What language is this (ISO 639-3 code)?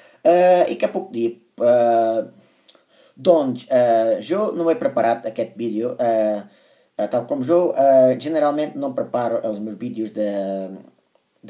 cat